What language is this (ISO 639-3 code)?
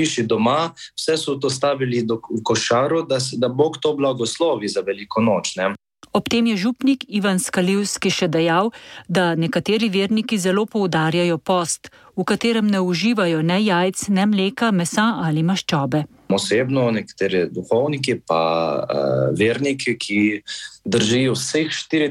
slv